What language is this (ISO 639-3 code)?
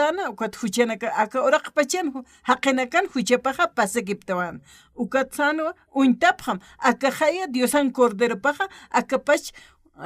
aym